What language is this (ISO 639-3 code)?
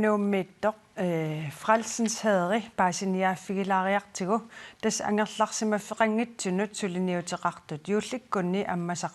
kal